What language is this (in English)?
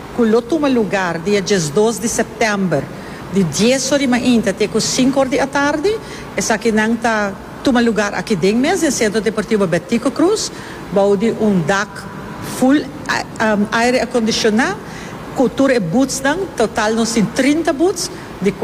Papiamento